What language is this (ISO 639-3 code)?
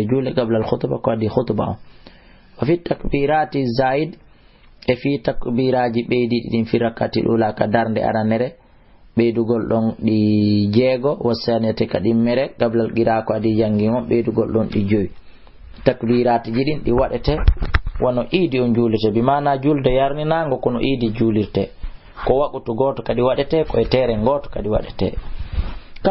ful